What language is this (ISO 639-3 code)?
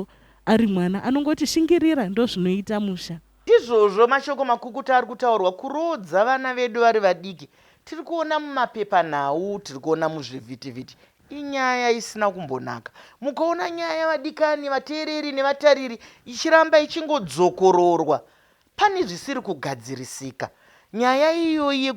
sna